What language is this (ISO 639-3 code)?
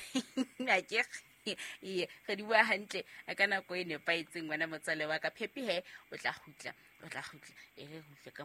sot